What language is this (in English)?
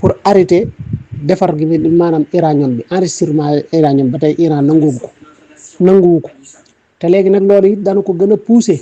Wolof